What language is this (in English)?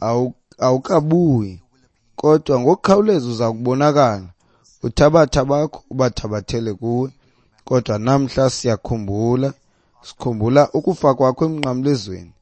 Xhosa